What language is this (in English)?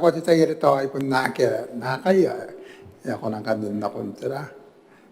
Gilbertese